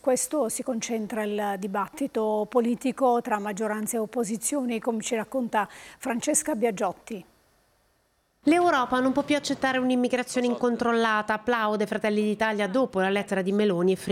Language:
Italian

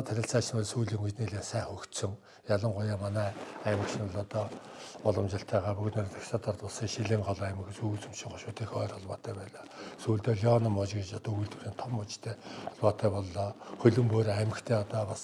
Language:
Mongolian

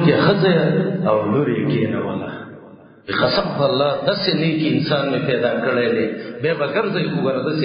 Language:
Pashto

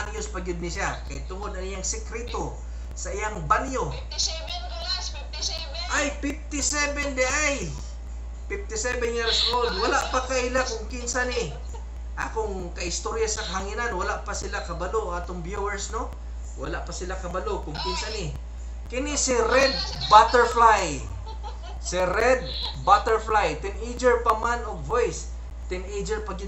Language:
Cebuano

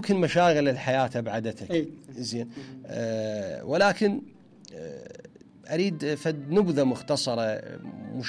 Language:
Mesopotamian Arabic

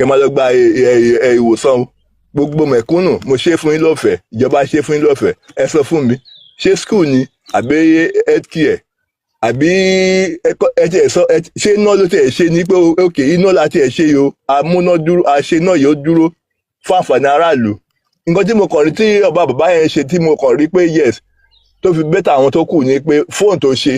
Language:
Yoruba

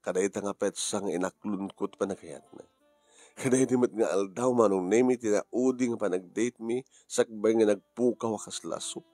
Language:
Iloko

